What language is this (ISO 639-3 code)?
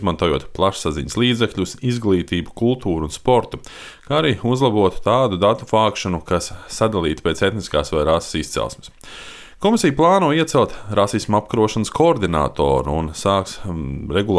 lav